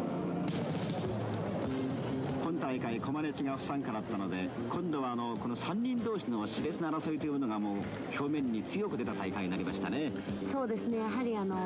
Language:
Japanese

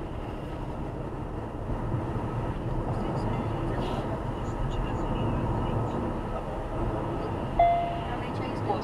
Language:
Portuguese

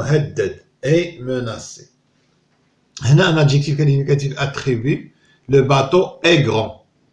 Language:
Moroccan Arabic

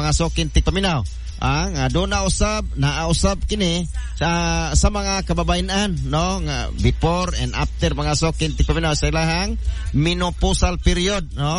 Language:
Cebuano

